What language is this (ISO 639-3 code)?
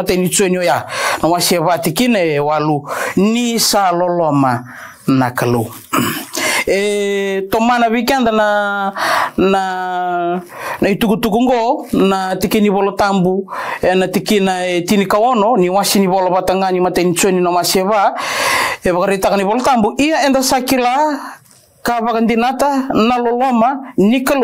fij